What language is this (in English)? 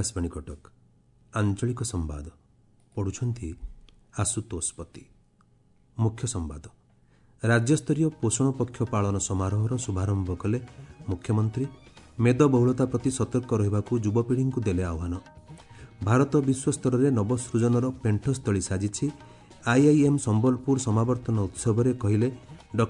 Odia